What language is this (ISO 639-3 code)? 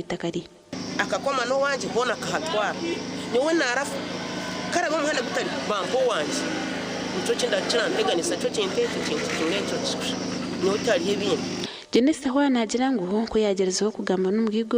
nyn